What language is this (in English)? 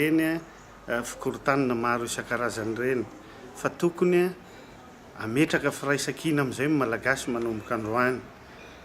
Malagasy